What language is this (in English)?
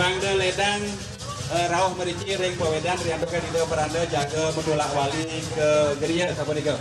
Balinese